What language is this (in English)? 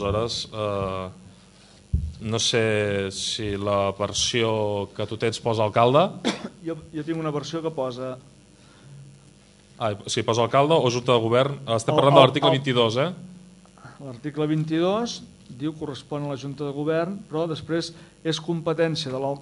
Catalan